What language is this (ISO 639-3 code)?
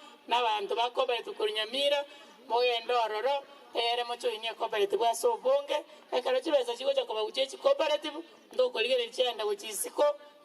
guz